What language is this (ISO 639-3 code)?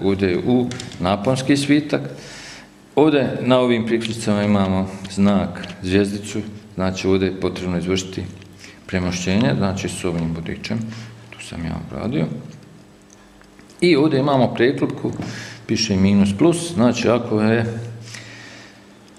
hrv